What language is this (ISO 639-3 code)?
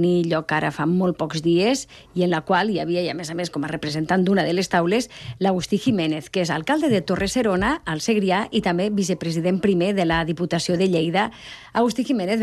cat